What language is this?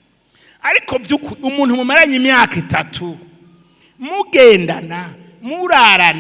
Rundi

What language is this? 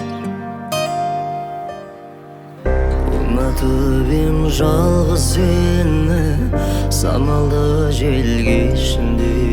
Kazakh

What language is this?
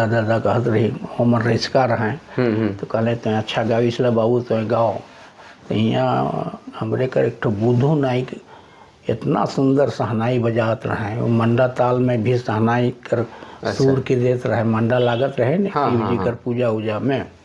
Sadri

